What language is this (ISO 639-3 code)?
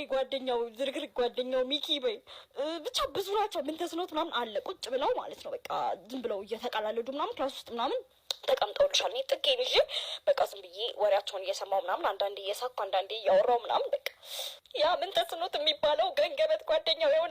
amh